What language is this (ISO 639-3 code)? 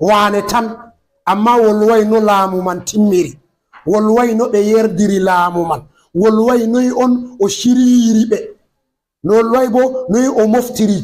ful